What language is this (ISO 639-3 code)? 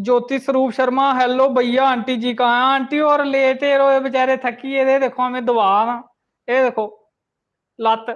doi